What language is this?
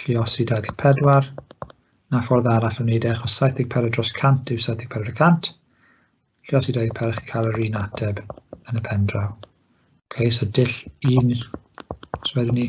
Welsh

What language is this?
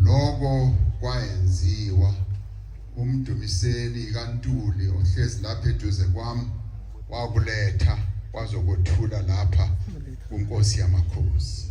Zulu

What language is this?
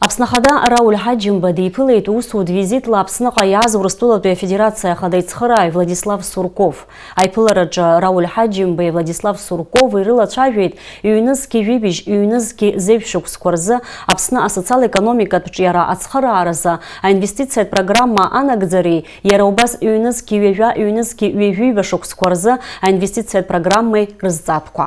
Abkhazian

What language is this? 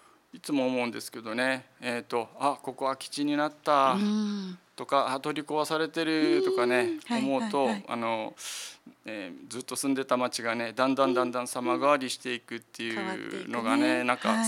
Japanese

